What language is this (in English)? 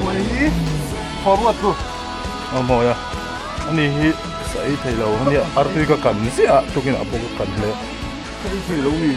Mizo